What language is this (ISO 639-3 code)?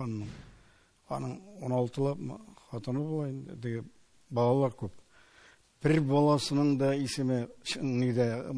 tat